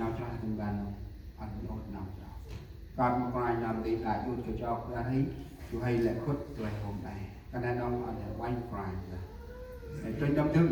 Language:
Central Mnong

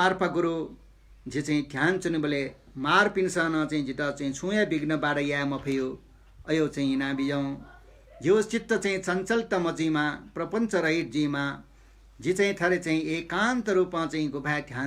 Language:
Newari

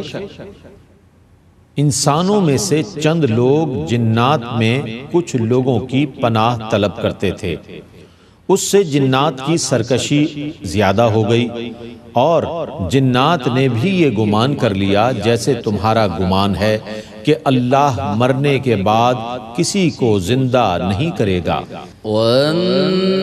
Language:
Urdu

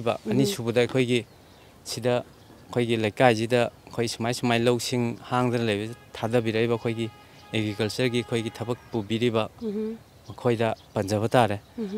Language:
Manipuri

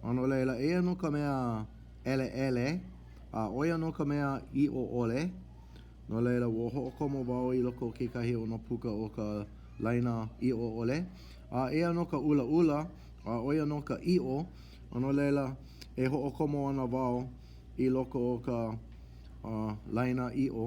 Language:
Hawaiian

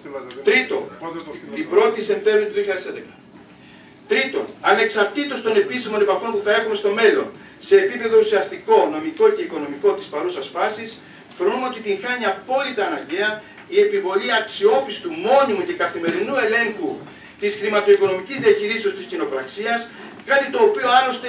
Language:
Greek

